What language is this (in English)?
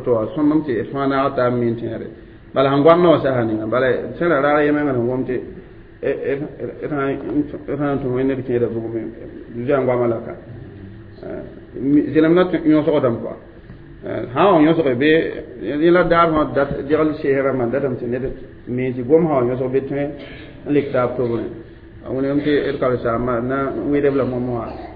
Mossi